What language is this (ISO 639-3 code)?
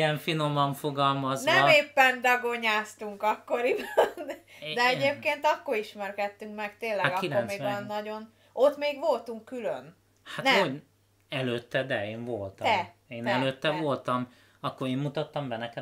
hun